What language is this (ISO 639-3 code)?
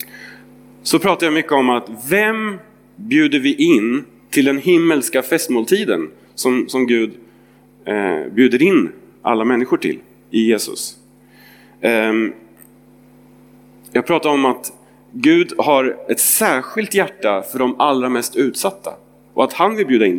swe